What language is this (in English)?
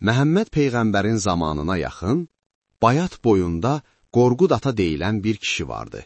Azerbaijani